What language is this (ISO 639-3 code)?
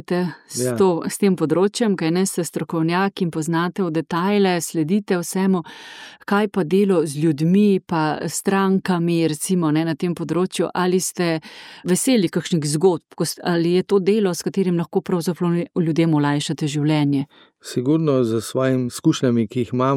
slv